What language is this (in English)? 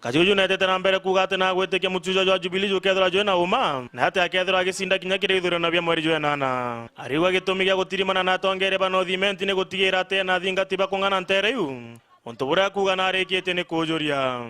Meru